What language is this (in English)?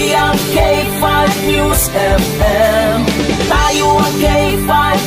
Hiligaynon